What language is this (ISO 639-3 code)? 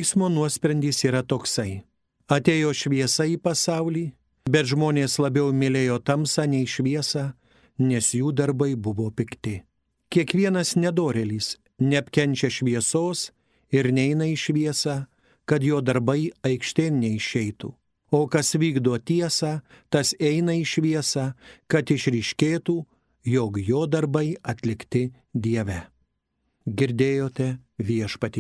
lit